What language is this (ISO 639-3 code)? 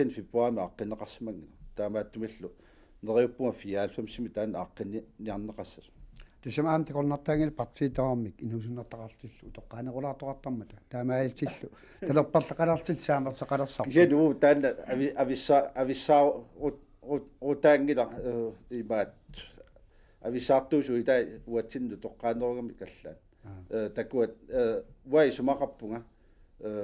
kal